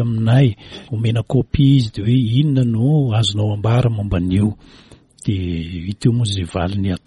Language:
Malagasy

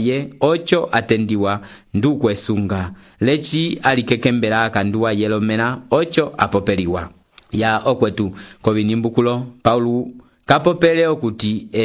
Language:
Umbundu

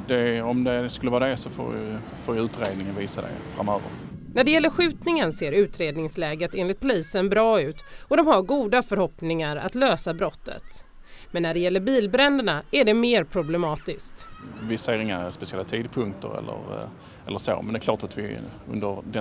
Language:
Swedish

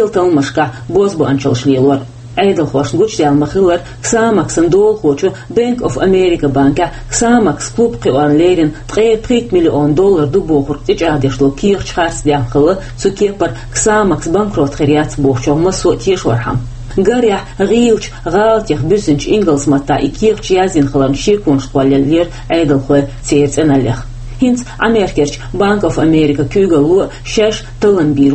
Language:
Chechen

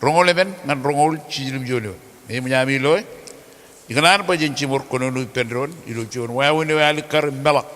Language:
Marshallese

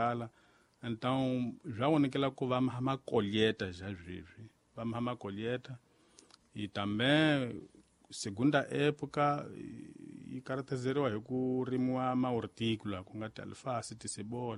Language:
Tsonga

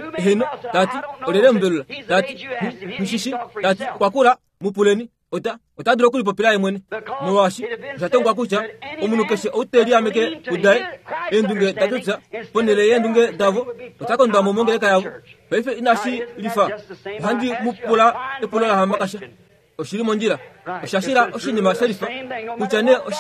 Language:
Kuanyama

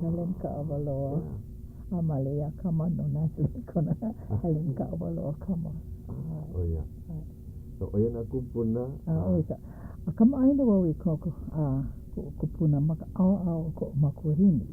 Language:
Hawaiian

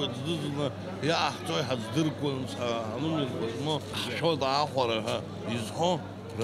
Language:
Abkhazian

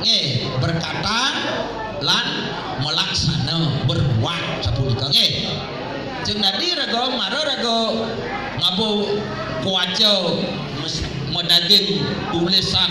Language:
Balinese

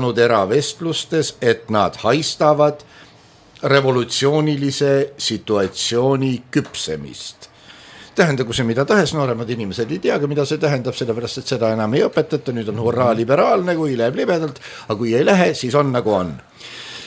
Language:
Estonian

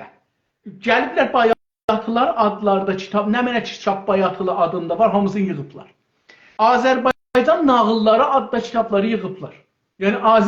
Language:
South Azerbaijani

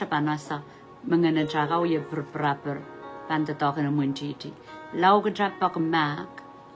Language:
Pohnpeian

